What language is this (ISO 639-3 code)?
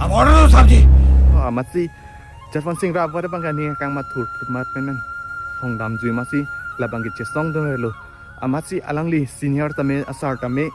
mjw